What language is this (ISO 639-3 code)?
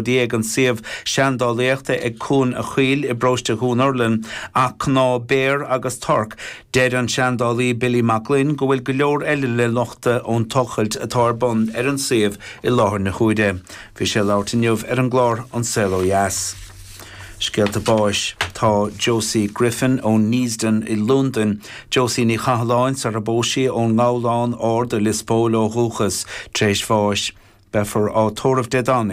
gle